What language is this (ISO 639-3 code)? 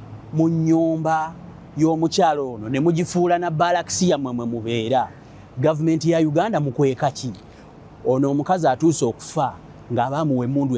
lug